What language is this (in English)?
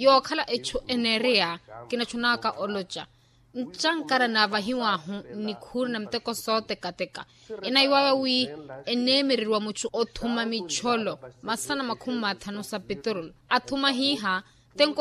Makhuwa